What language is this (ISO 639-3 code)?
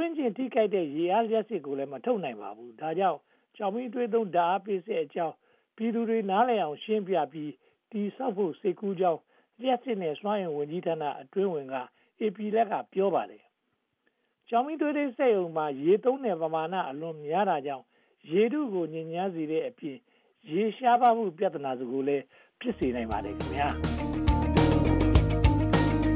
mya